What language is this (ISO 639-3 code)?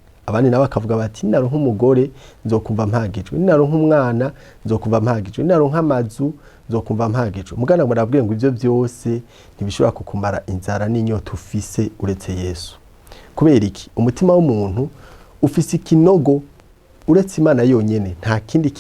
run